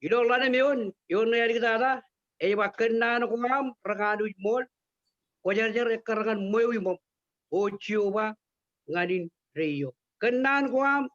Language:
Marshallese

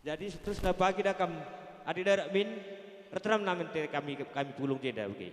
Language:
Batak Karo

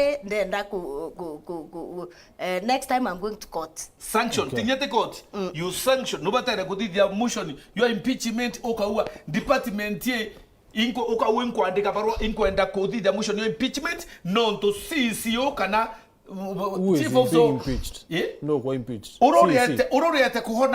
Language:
Meru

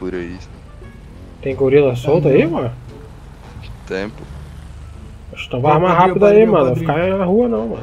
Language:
Portuguese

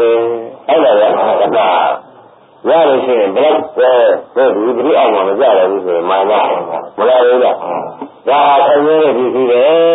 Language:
Burmese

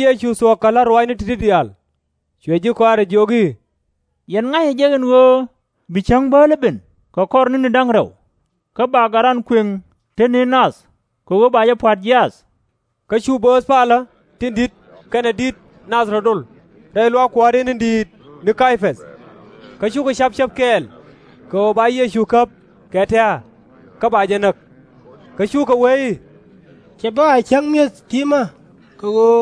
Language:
Nuer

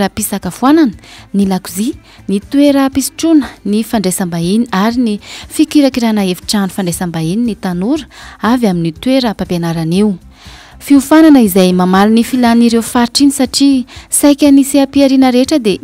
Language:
Malagasy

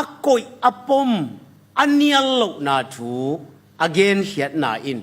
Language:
Tedim Chin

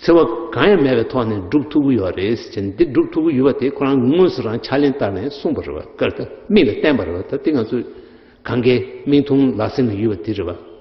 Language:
Tibetan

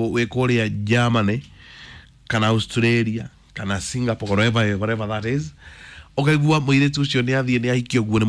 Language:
Kikuyu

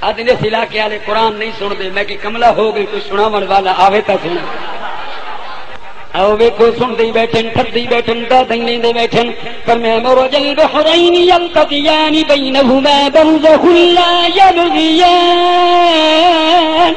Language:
Saraiki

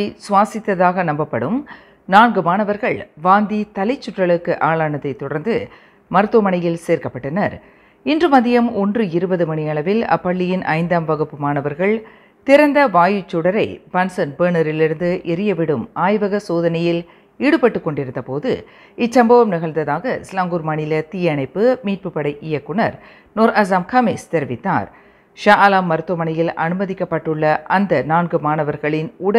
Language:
Tamil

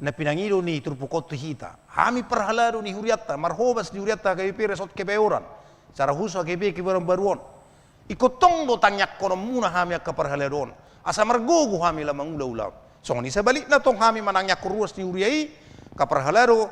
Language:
Batak Toba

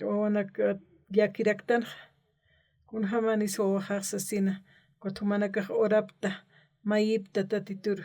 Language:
Aymara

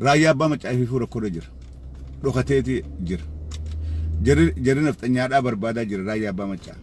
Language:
Oromo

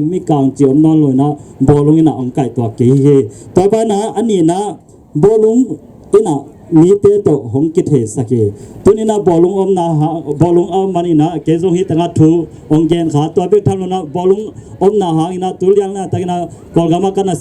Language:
Tedim Chin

